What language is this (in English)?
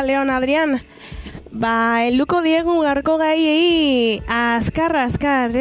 Basque